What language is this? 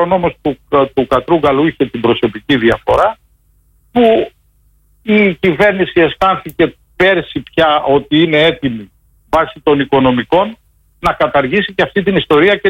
Greek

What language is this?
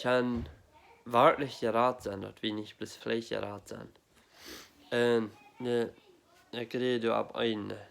Plautdietsch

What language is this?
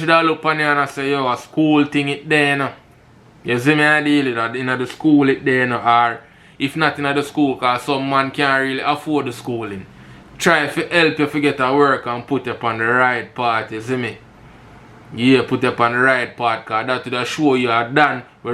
Jamaican Creole English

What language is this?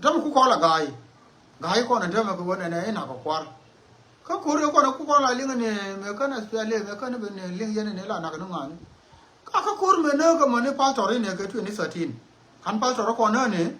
Nuer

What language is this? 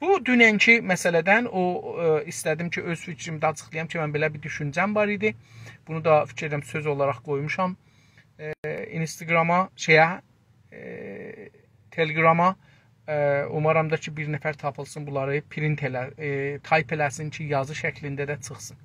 South Azerbaijani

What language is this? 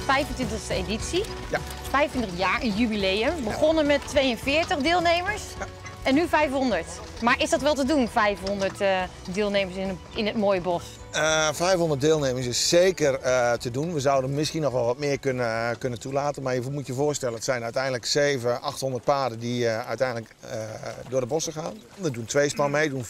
Dutch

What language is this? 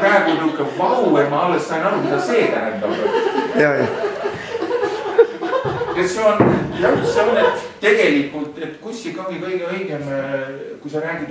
Estonian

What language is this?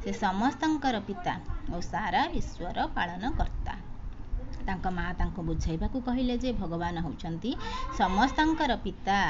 Odia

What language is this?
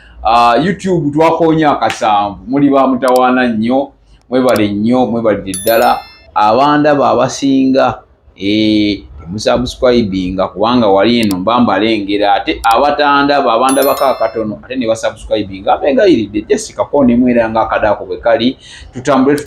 Ganda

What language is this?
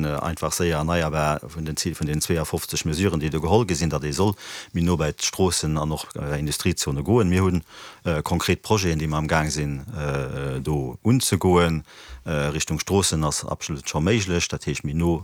Luxembourgish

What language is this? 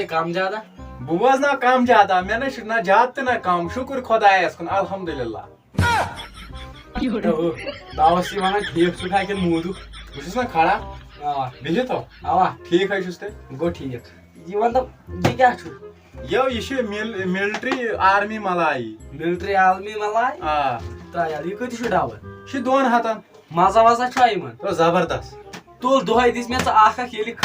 Kashmiri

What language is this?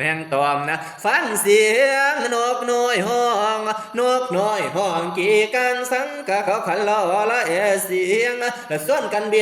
Northeastern Thai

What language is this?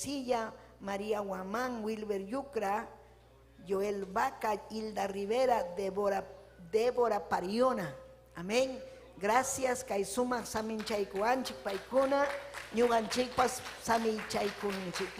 Ayacucho Quechua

